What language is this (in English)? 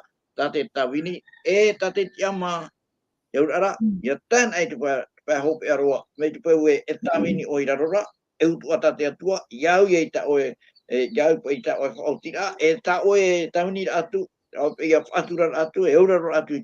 Tahitian